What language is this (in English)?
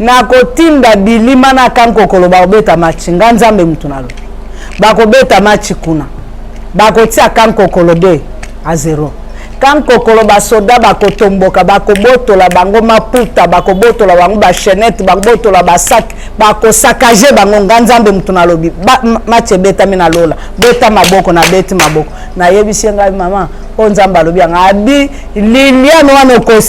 Lingala